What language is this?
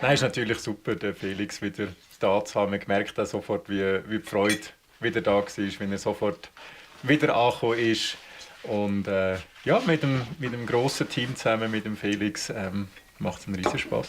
Swiss German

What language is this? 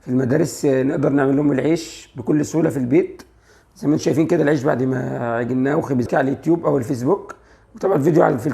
Egyptian Arabic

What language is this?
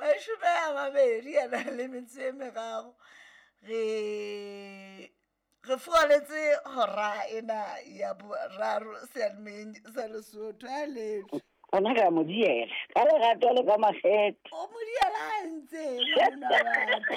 Southern Sotho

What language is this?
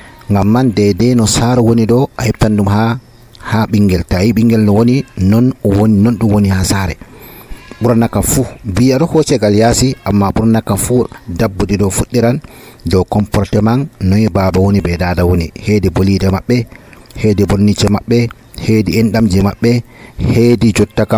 Nigerian Fulfulde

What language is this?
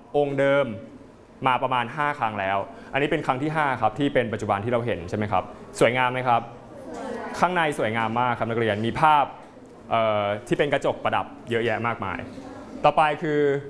Thai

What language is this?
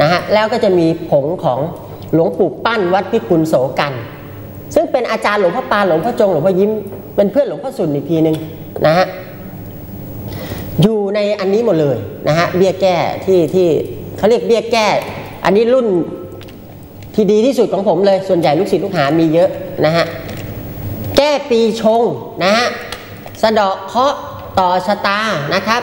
Thai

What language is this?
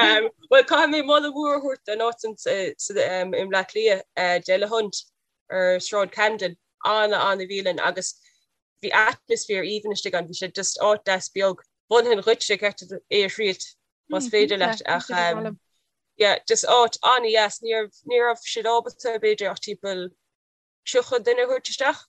Irish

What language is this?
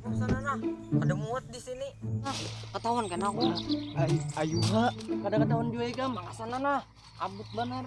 Banjar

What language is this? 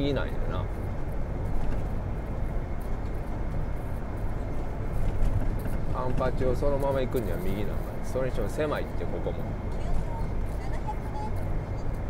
Japanese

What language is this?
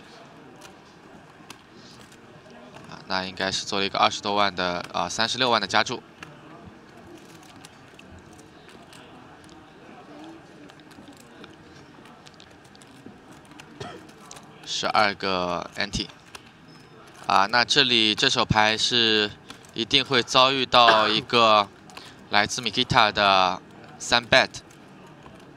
Chinese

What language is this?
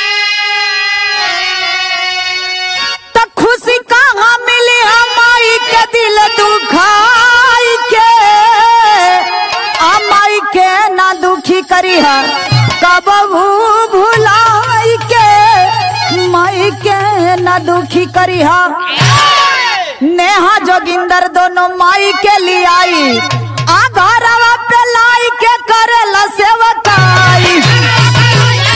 Bhojpuri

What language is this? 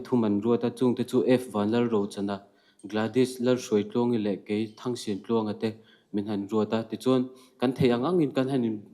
Mizo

